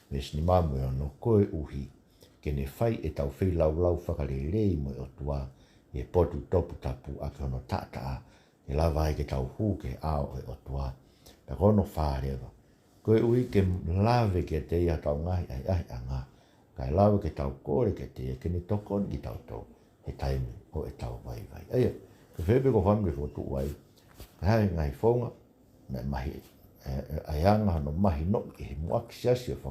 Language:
Tongan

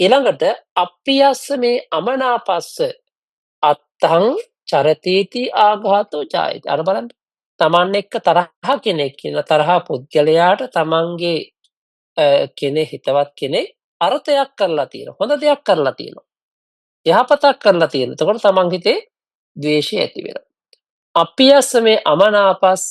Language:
Sinhala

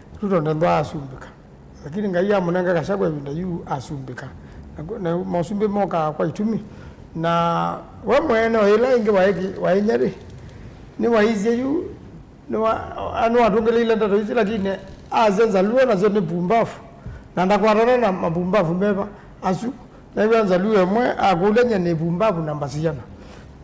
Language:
Kamba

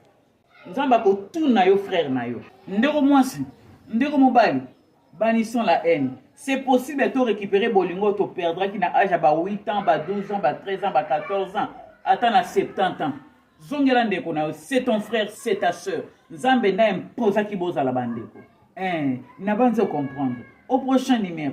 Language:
Lingala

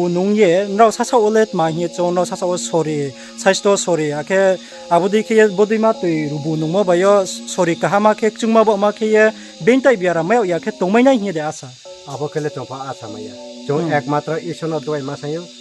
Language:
Riang (India)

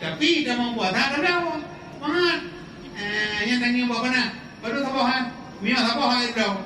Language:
Achinese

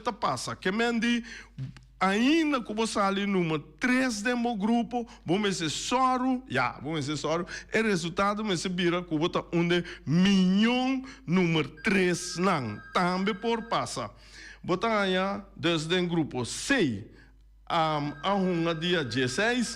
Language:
Papiamento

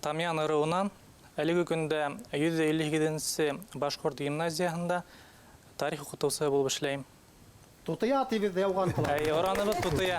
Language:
Bashkir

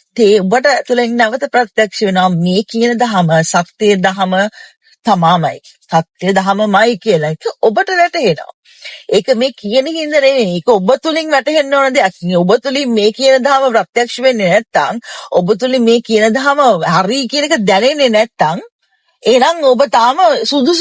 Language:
Sinhala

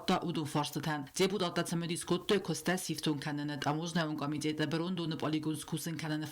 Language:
Ossetic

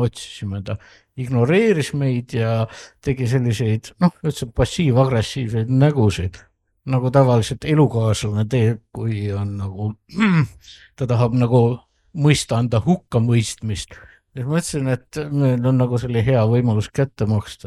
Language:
Estonian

